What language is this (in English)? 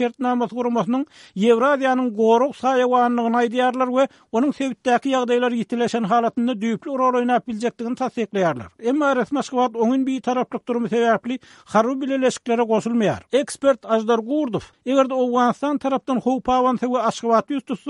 Turkmen